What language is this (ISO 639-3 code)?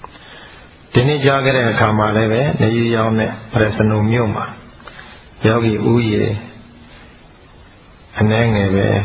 mya